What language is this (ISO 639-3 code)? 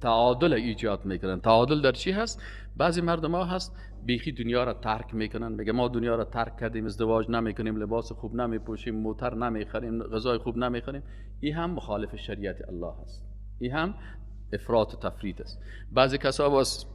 fas